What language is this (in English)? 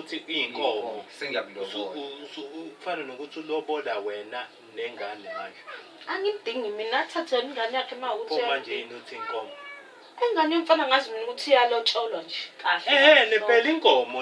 Zulu